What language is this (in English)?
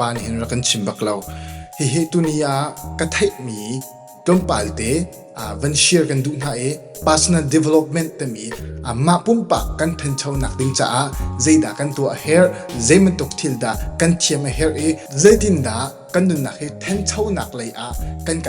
Hakha Chin